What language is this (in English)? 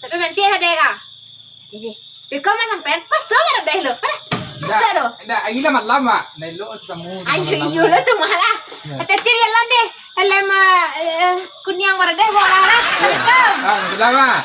Minangkabau